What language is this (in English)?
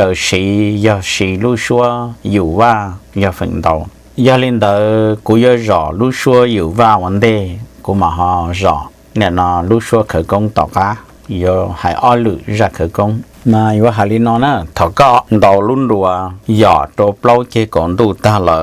Hmong